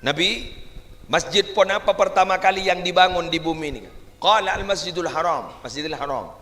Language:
Madurese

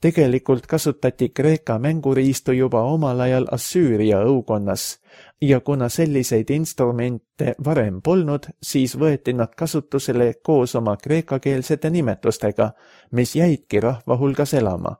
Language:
Estonian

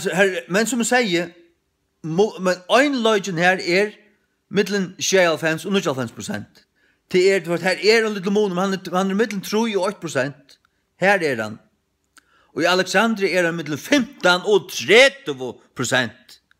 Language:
Faroese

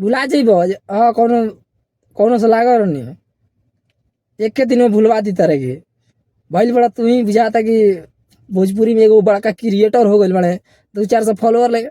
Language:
Bhojpuri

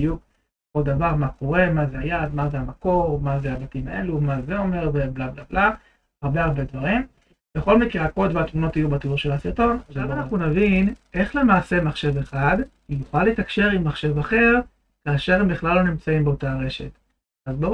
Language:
Hebrew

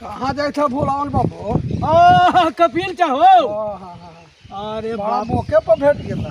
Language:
Magahi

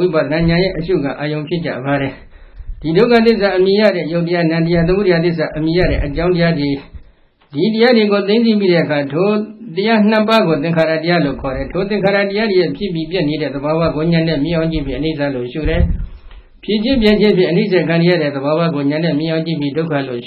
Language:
Burmese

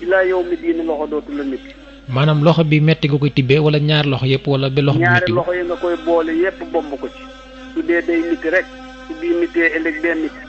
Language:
Wolof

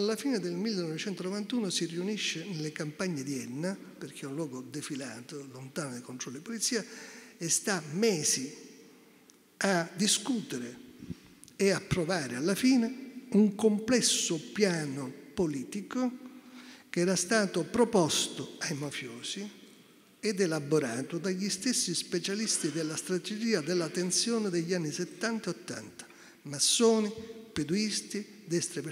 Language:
Italian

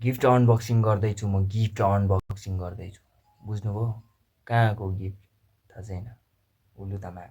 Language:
Nepali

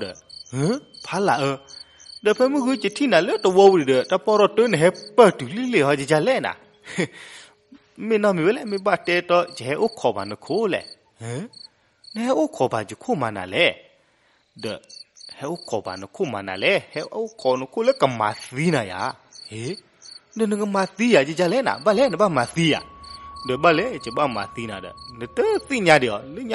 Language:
S'gaw Karen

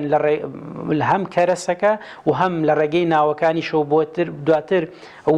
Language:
Central Kurdish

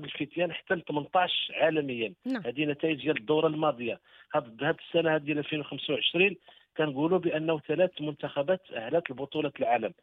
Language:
Moroccan Arabic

